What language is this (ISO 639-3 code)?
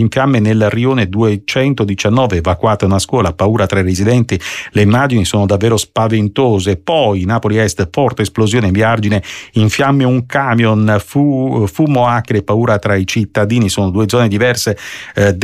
ita